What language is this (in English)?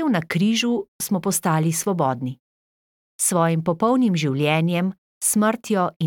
Slovenian